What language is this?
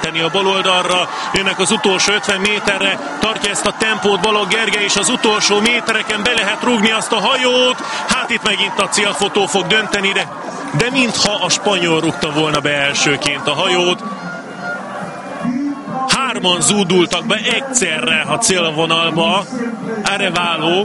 Hungarian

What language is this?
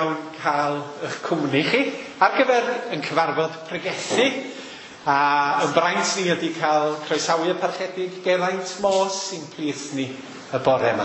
Welsh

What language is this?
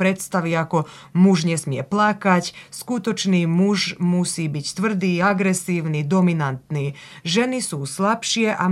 Slovak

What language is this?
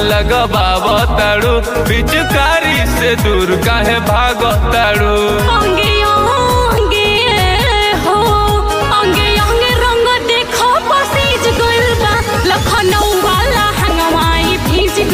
Bhojpuri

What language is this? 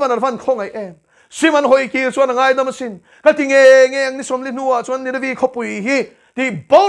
Mizo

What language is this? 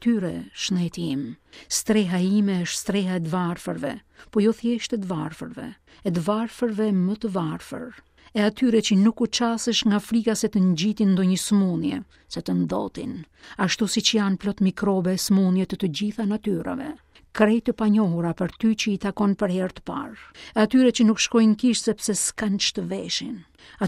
Albanian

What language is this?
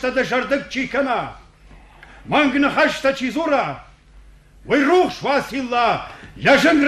Ossetic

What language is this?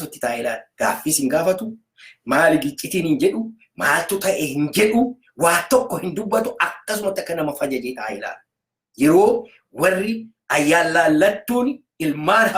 Oromo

